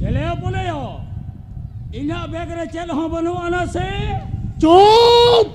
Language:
Santali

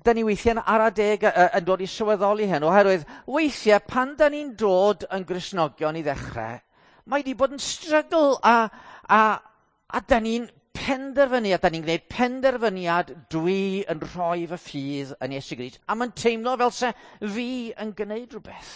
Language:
Welsh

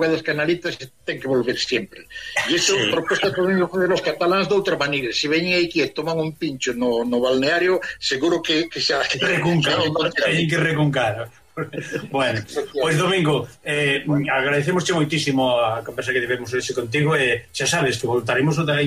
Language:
Galician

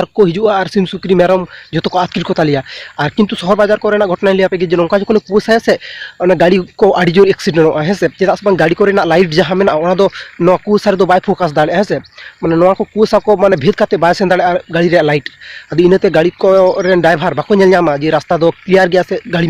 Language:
Santali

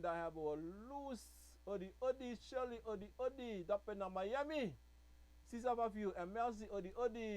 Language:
Sranan Tongo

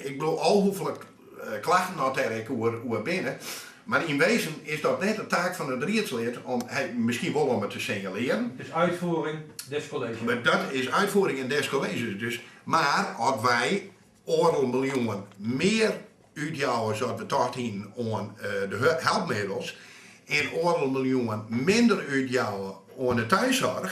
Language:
Western Frisian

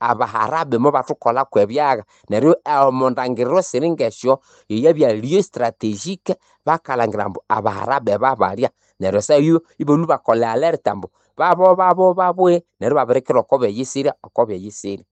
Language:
Nande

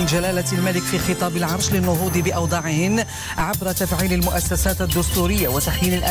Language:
Arabic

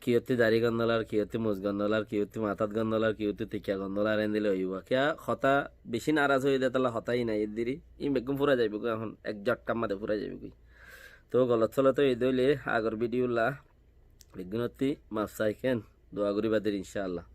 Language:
Rohingya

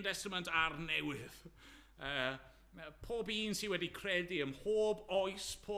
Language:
Welsh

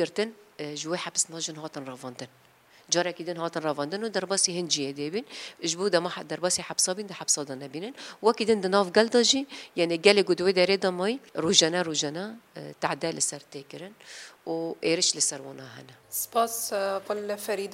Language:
Kurdish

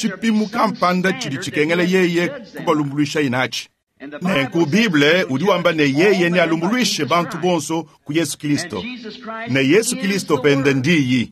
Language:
Luba-Lulua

